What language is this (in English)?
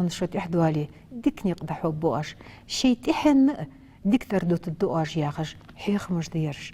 Ingush